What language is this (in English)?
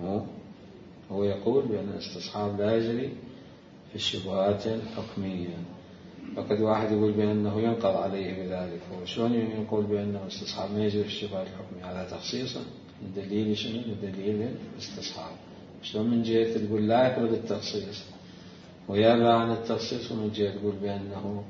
Mesopotamian Arabic